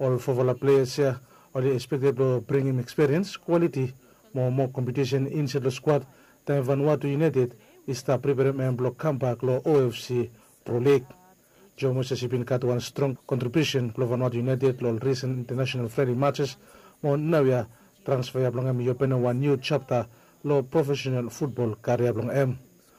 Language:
Bislama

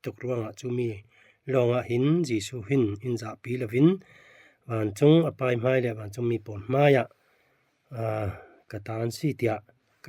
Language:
Falam Chin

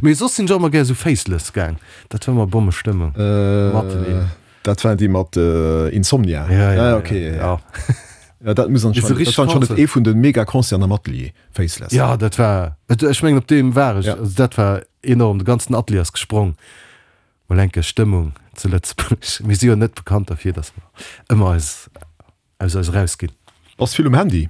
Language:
Luxembourgish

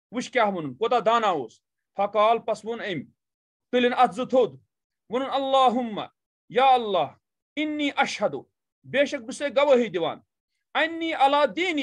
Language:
Kashmiri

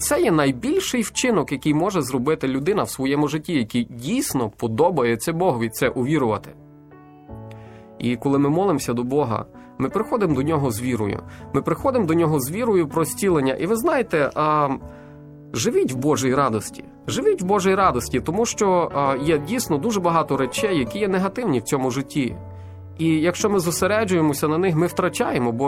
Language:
Ukrainian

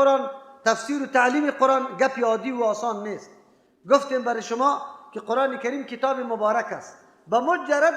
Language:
Persian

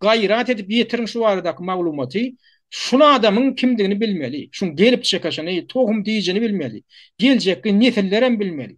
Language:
Turkmen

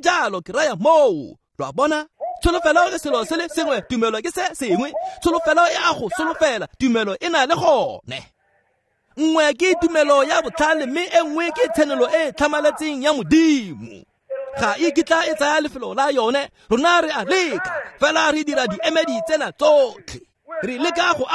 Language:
Tswana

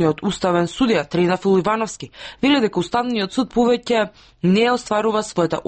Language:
Macedonian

